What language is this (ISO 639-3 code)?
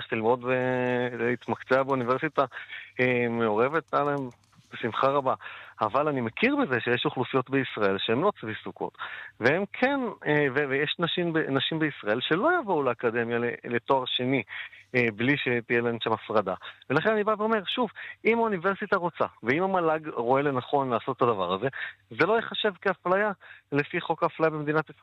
heb